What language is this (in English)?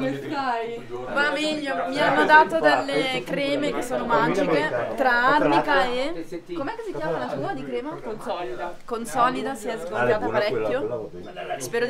Italian